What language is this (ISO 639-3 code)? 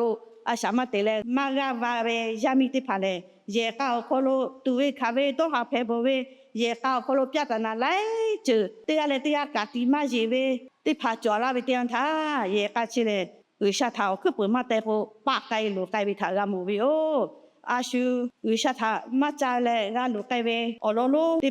lhu